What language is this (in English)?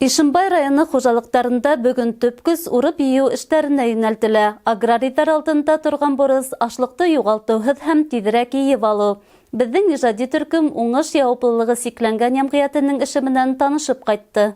Bashkir